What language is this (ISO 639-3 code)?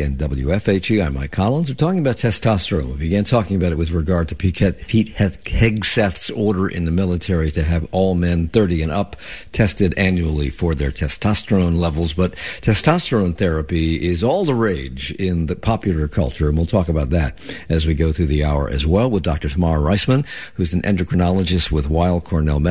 eng